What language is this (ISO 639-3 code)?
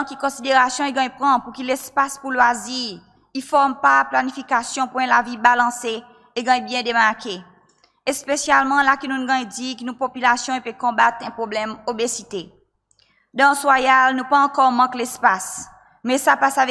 crs